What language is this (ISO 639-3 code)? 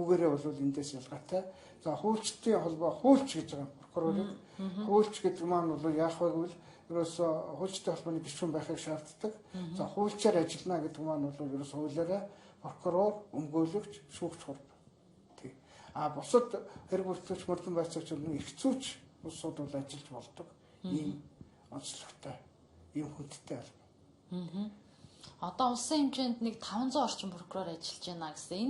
mon